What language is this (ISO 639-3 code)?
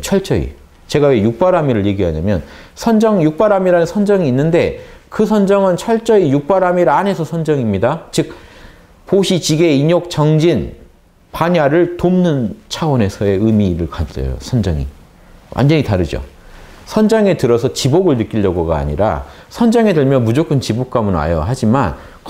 kor